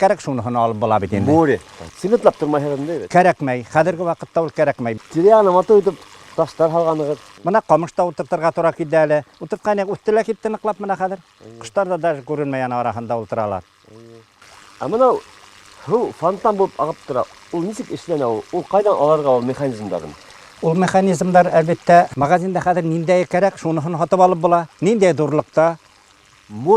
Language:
Bashkir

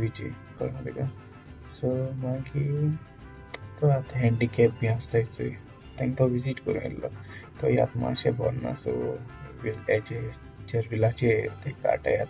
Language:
Konkani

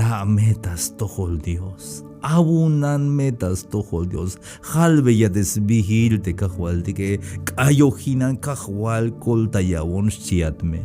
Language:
Tzeltal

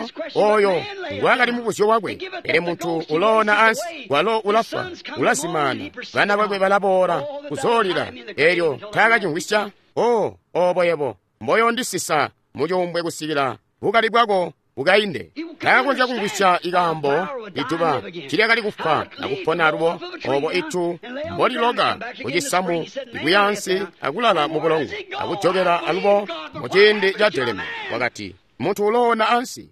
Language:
Tonga (Zambia)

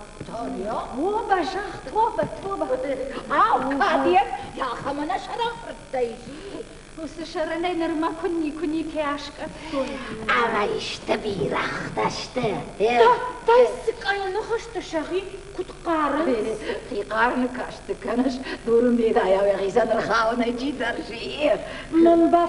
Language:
Ossetic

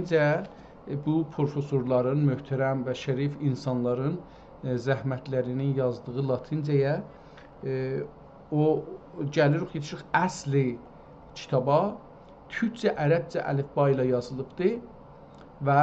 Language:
South Azerbaijani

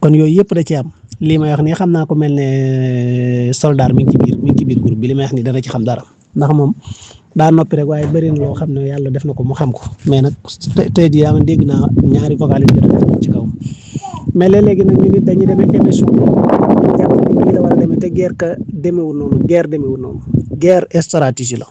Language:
Wolof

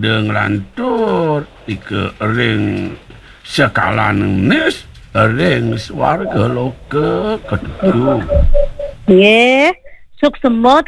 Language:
Balinese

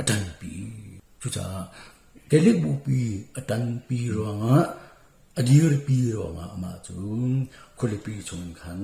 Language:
Hakha Chin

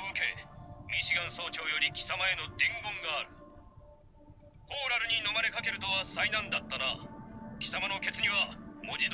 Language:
Japanese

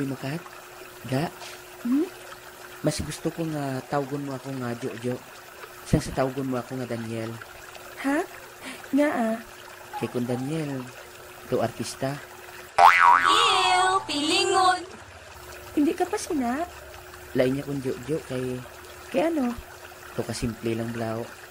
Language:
Hiligaynon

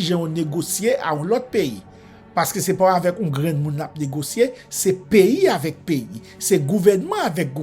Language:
Haitian Creole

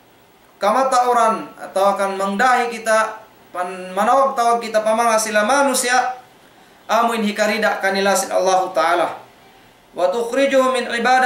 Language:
Tausug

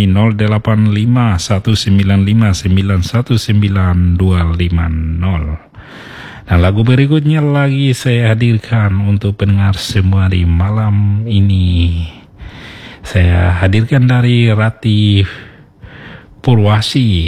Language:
Indonesian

